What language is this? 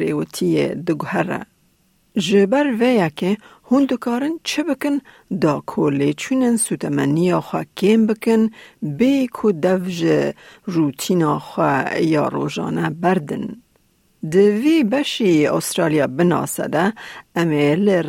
Kurdish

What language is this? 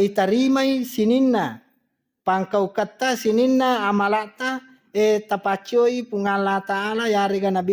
Buginese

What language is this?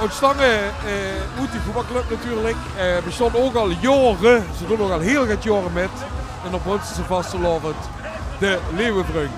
Limburgish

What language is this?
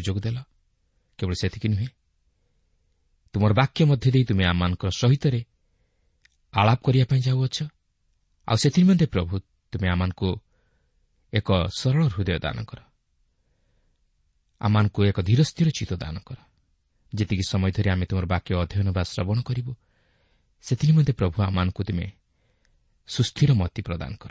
Odia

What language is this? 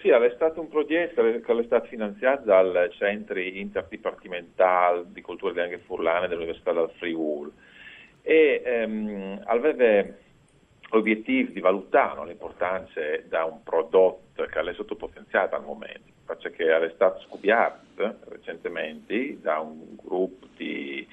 Friulian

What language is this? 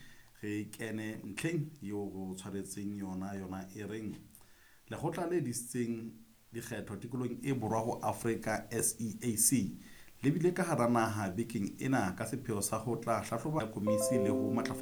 Southern Sotho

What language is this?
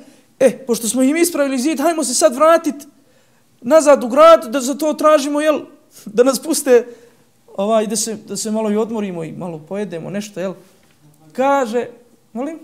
Bosnian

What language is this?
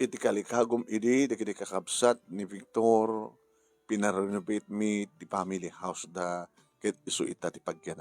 Iloko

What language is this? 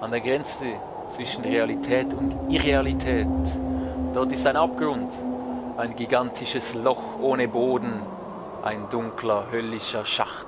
Swiss German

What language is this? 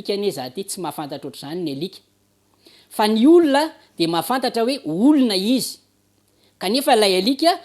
Malagasy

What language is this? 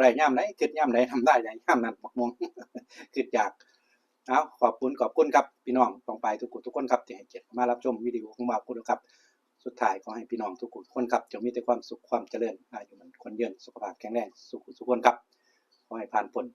Northeastern Thai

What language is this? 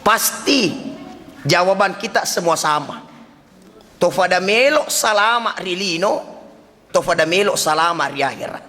Buginese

